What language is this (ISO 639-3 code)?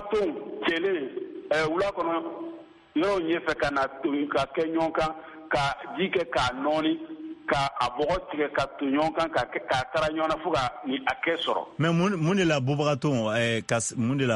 bam